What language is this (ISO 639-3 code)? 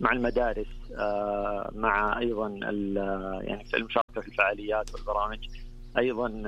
ars